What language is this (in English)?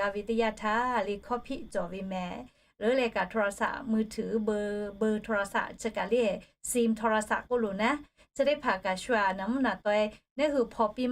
Lahu